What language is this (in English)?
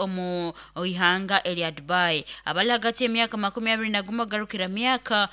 Nyoro